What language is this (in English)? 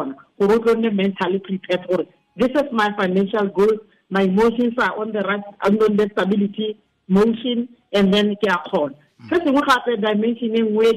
Tswana